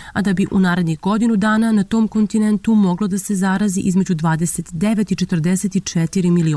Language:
Serbian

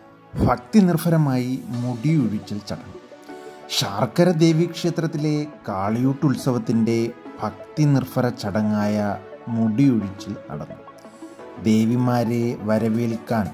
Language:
Malayalam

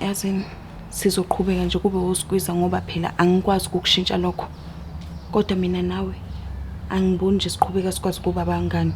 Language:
Zulu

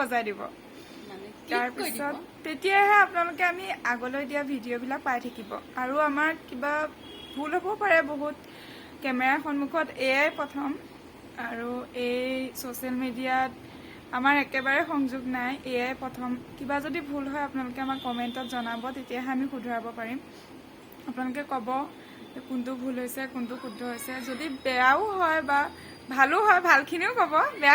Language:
Assamese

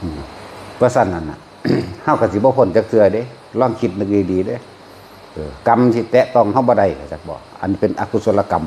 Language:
Northeastern Thai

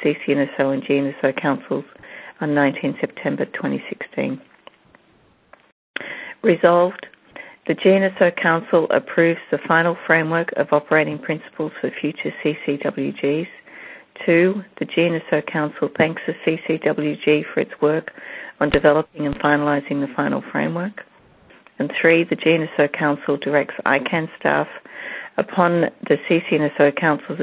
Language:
English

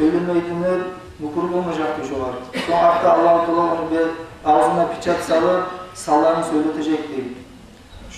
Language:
Kumyk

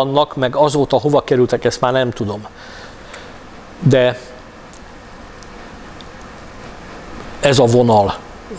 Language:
Hungarian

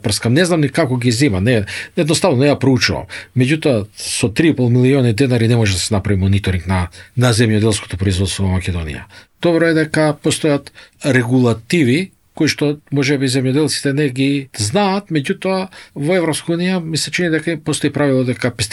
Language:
Macedonian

